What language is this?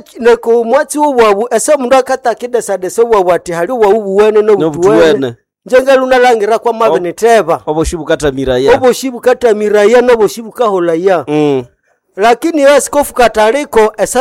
Nande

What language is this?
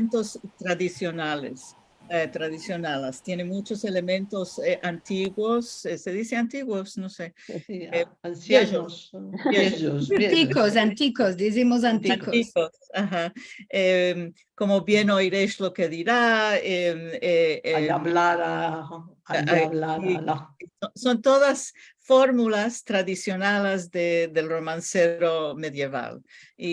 Ladino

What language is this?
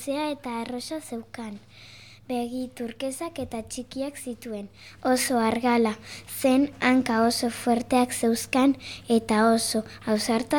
Basque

